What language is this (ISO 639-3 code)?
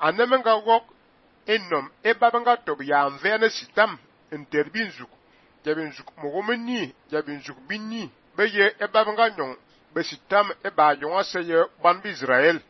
fan